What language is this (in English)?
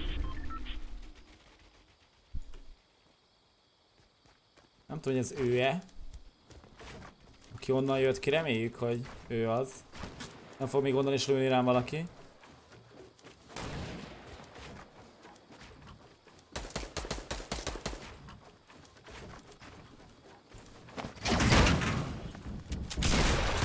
Hungarian